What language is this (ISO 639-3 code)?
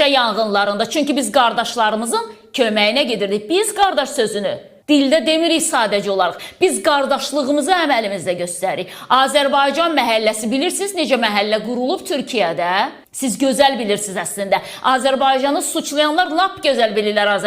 aze